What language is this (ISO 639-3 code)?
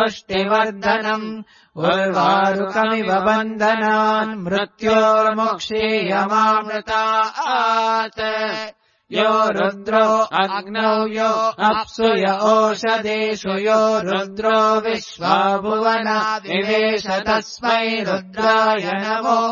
san